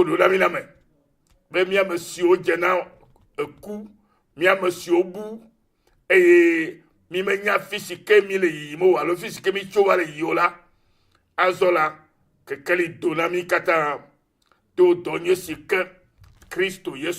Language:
Ewe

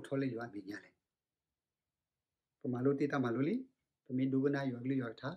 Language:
S'gaw Karen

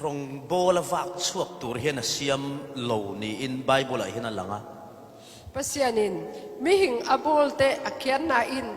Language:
Falam Chin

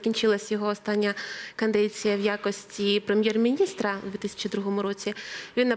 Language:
Ukrainian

